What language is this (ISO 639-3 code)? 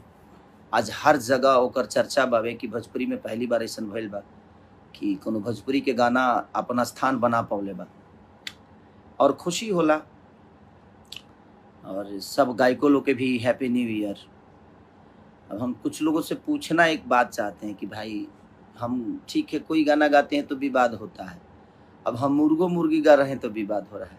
bho